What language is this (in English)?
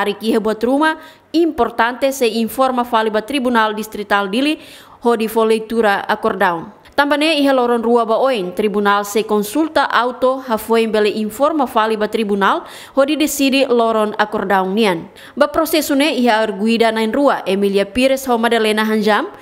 Tetum